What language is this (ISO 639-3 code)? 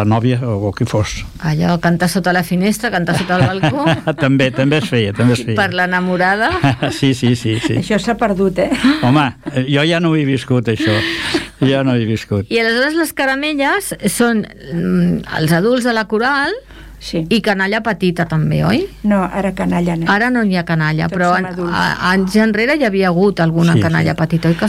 cat